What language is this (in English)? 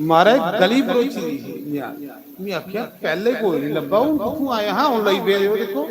Dogri